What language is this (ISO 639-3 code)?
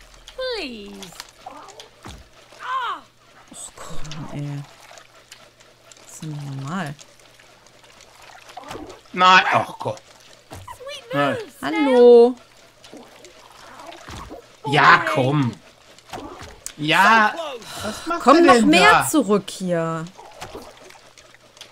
deu